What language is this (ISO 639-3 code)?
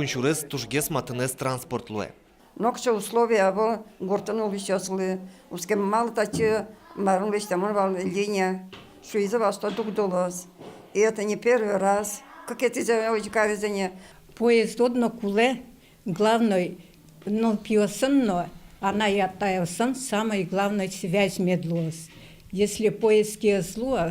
udm